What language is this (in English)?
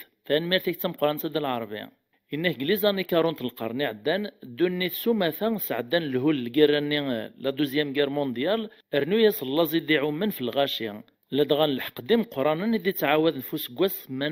Kabyle